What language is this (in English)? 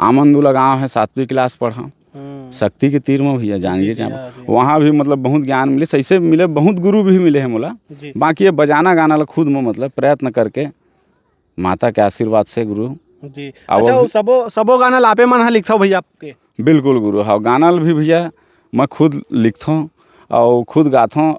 Chhattisgarhi